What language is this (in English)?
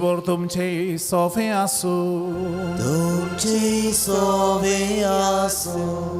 Konkani